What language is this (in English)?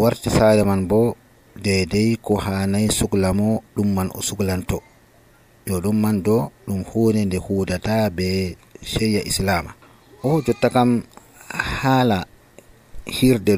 Nigerian Fulfulde